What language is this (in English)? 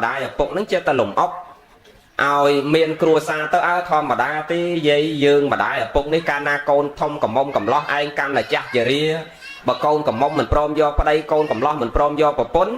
Khmer